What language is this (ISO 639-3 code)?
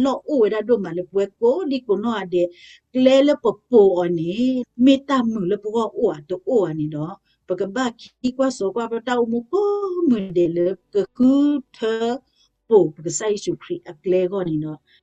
ksw